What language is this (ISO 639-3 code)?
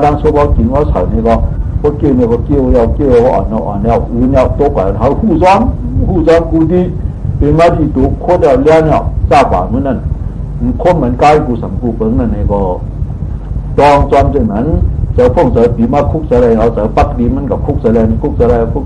shn